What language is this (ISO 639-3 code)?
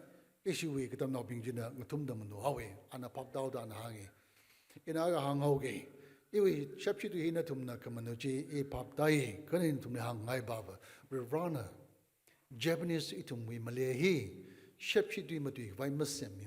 nmf